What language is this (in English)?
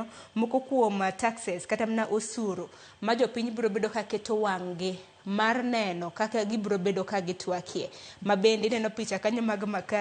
Luo (Kenya and Tanzania)